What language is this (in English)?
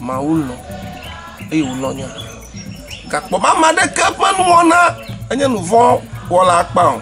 Ewe